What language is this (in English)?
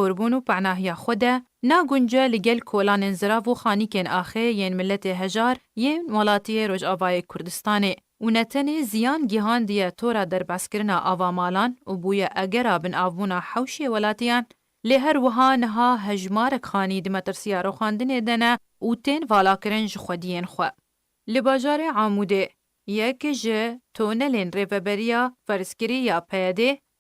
Kurdish